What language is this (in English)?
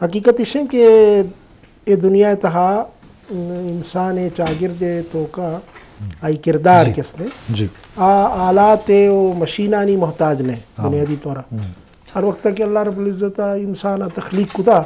Eastern Balochi